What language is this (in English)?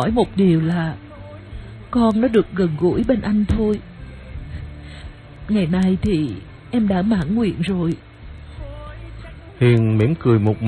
Vietnamese